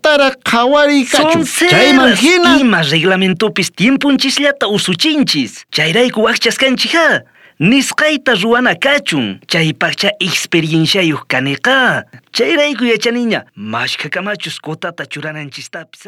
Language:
South Bolivian Quechua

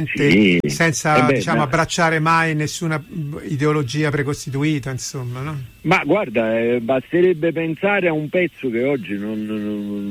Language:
Italian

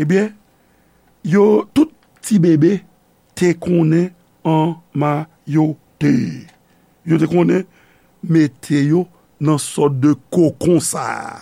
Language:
Haitian Creole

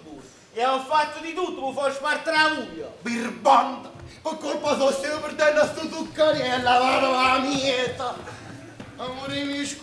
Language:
Neapolitan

